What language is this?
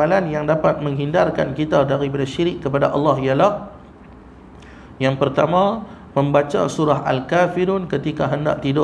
Malay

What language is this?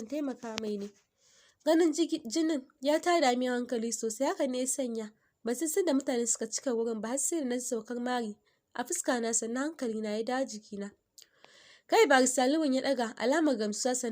Hausa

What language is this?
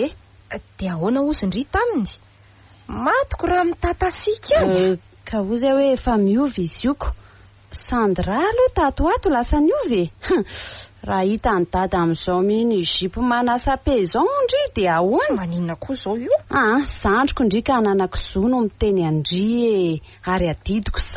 Malagasy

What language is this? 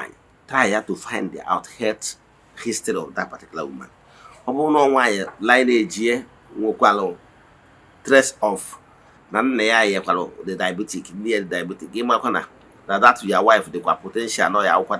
Igbo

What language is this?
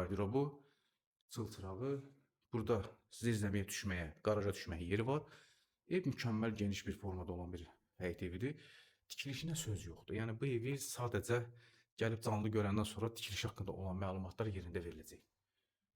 Azerbaijani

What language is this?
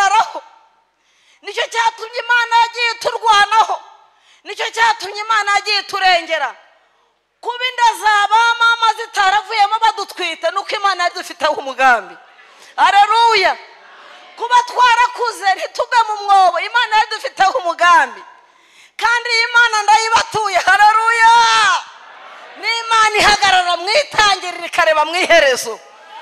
Kinyarwanda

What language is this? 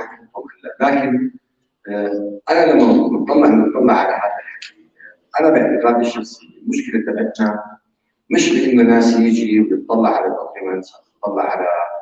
North Levantine Arabic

